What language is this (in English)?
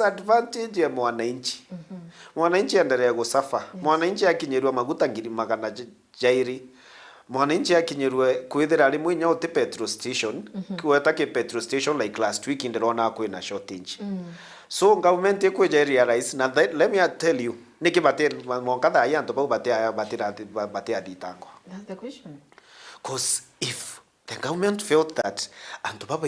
Meru